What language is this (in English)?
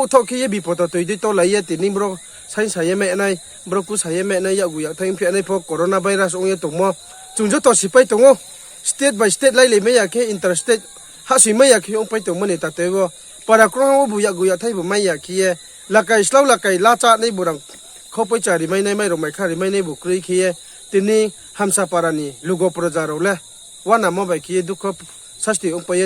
Riang (India)